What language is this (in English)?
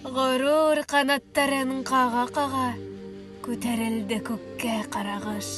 Bashkir